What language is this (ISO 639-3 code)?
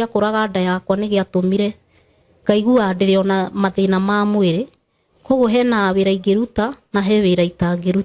kik